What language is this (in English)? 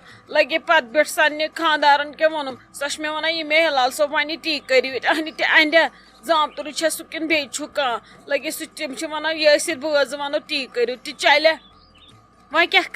Kashmiri